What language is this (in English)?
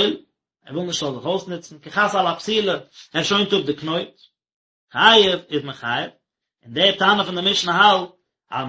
Yiddish